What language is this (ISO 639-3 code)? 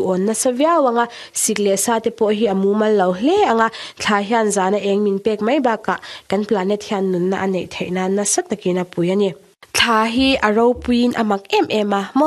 lus